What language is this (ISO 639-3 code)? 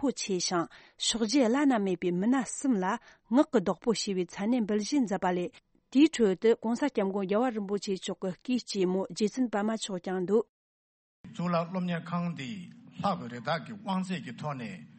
bod